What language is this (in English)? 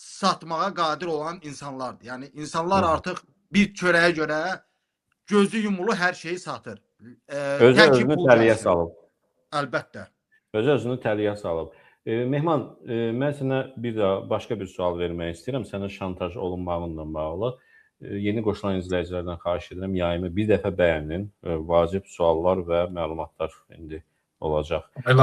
Azerbaijani